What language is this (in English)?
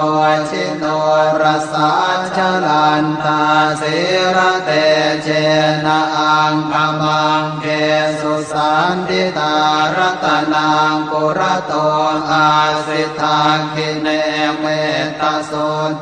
Pali